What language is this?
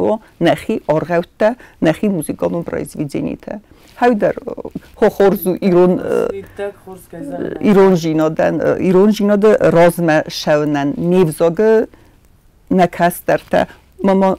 Ossetic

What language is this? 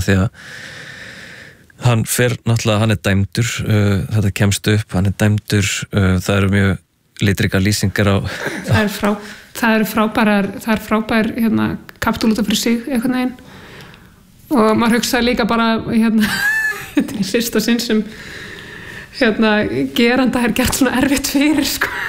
Icelandic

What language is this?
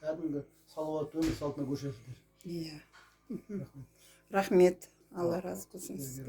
Kazakh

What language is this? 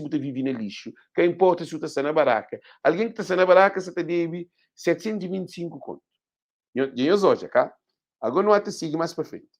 Kabuverdianu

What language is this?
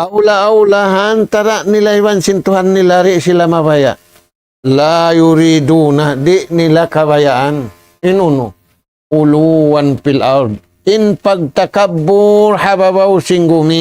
Tausug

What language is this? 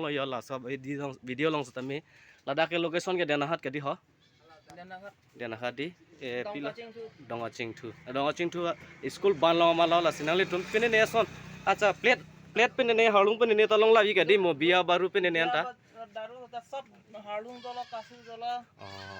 Karbi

